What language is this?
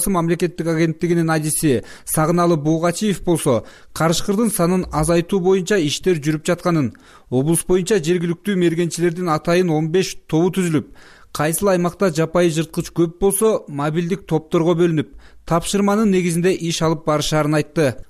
Kyrgyz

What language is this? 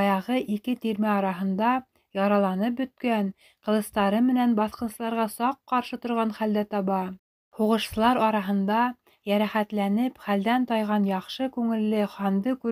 Bashkir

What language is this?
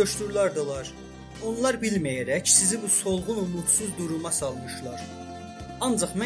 South Azerbaijani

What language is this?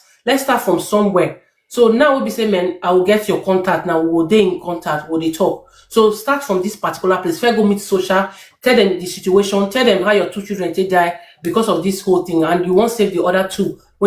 Nigerian Pidgin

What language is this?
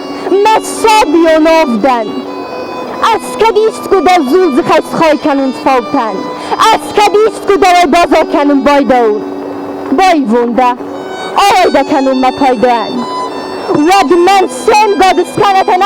Ossetic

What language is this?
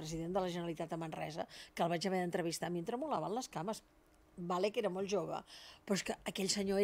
Catalan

